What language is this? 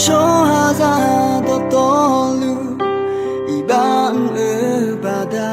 Akha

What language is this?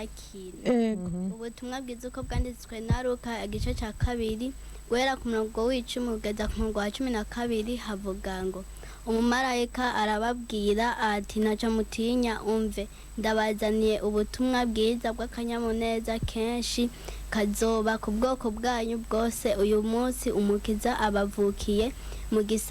Rundi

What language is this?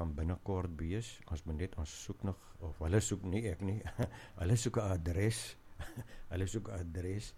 Afrikaans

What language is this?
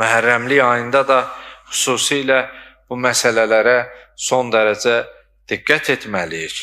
Azerbaijani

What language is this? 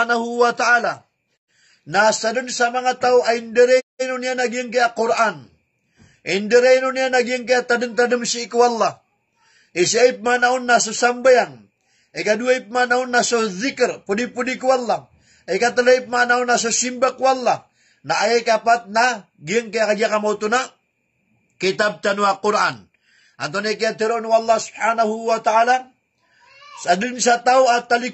Maranao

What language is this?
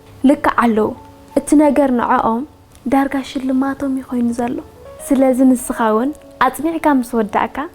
Tigrinya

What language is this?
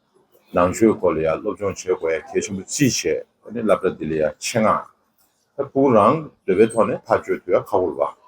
Tibetan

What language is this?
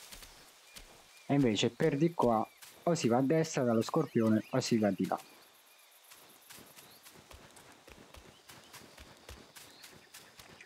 Italian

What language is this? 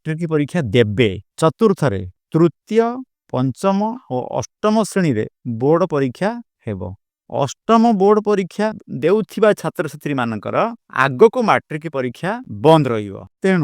Odia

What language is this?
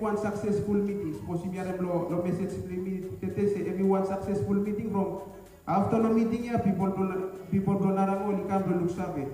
Bislama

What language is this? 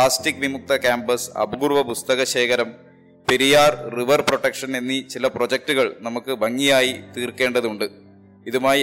Malayalam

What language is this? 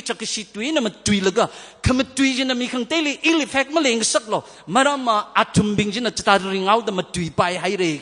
Tangkhul Naga (India)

